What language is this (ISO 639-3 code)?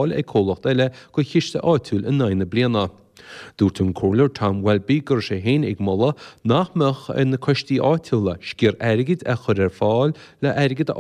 gle